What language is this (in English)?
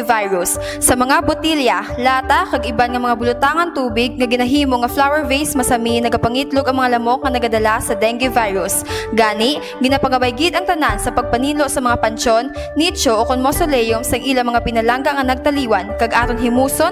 Hiligaynon